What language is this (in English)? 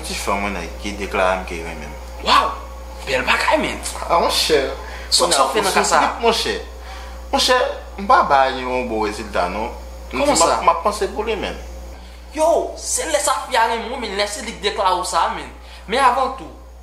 Haitian Creole